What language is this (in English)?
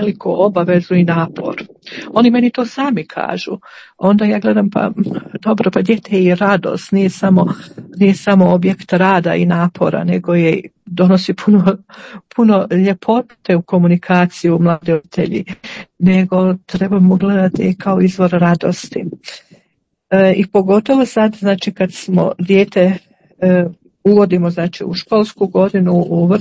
Croatian